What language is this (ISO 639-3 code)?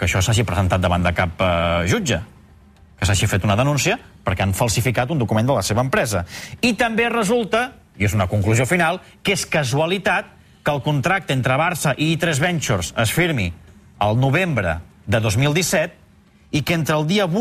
cat